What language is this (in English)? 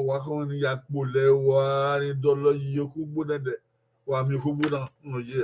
Bini